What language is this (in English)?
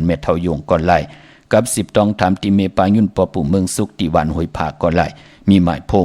Shan